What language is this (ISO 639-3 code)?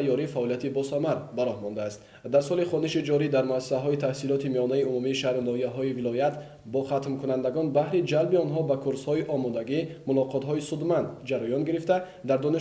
tgk